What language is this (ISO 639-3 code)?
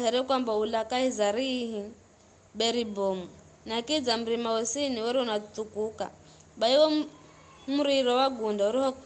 nyf